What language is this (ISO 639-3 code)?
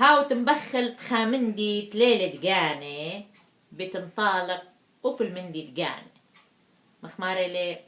aii